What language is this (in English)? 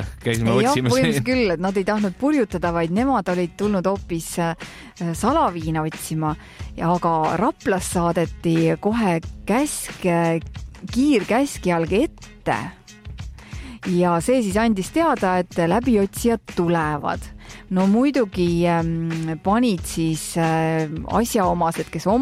Estonian